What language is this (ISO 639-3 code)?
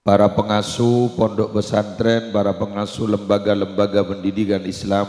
mad